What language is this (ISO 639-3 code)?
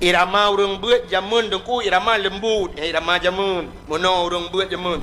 ace